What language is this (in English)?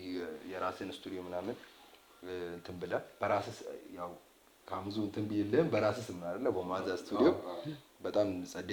Amharic